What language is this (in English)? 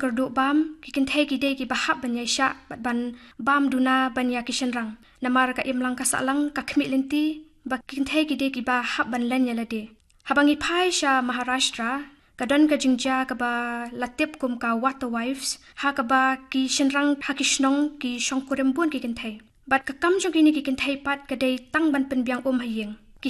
Khasi